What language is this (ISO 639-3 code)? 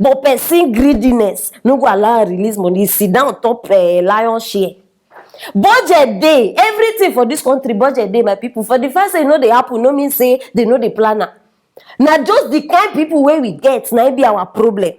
pcm